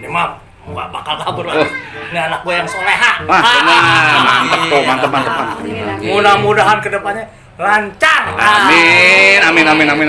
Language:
Betawi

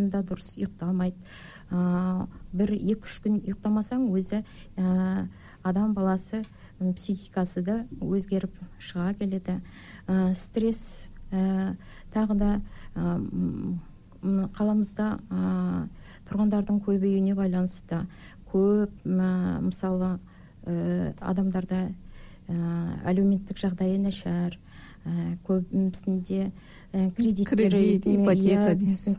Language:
Kazakh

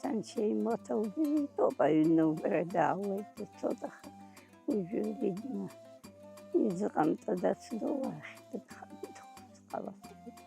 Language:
Abkhazian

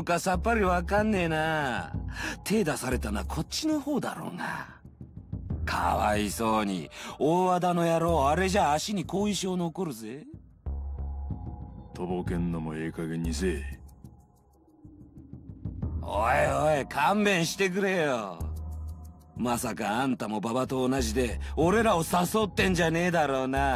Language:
Japanese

